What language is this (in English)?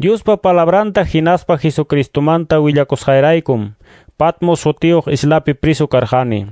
Ayacucho Quechua